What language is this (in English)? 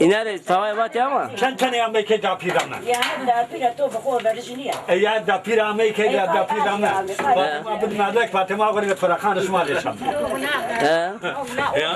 Zaza